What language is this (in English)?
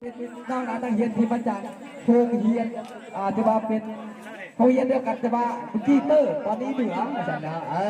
Lao